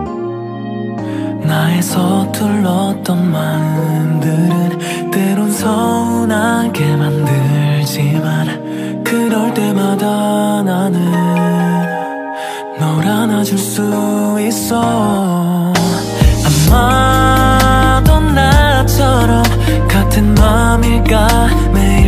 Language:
Korean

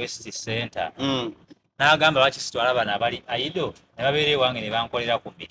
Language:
Ganda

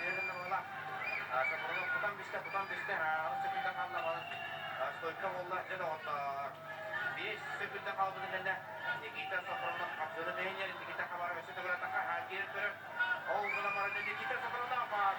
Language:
Yakut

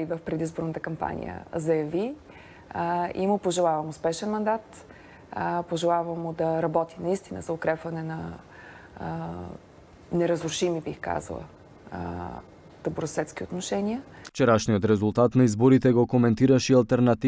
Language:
Macedonian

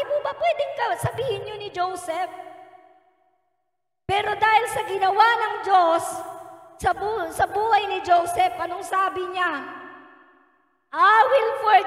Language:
Filipino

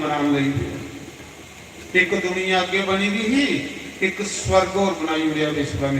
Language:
Dogri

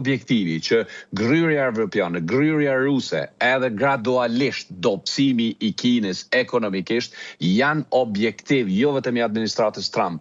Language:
Albanian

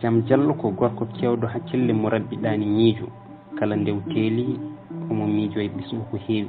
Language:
Fula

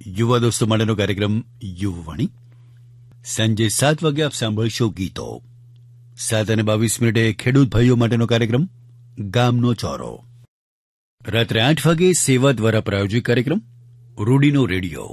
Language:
Gujarati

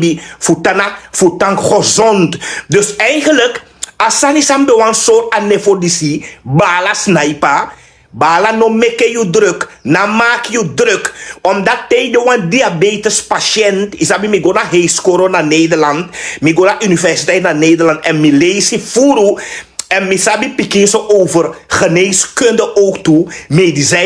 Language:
Sranan Tongo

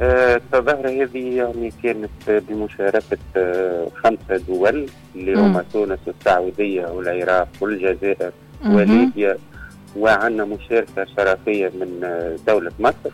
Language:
Tunisian Arabic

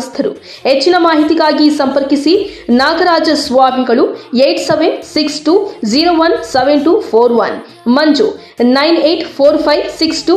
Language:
Kannada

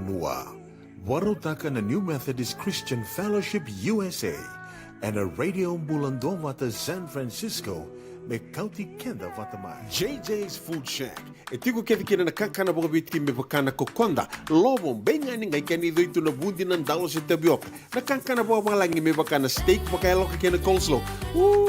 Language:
Fijian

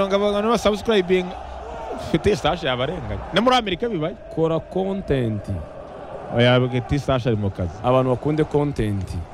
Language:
Kinyarwanda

